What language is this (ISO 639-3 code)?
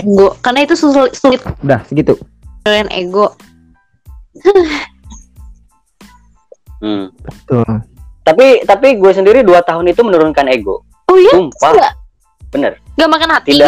ind